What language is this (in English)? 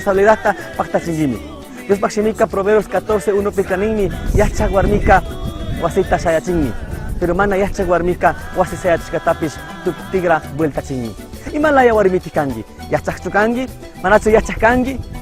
Chimborazo Highland Quichua